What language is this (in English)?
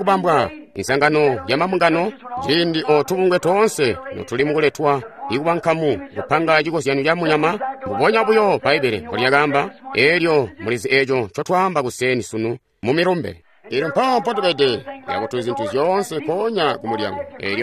Tonga (Zambia)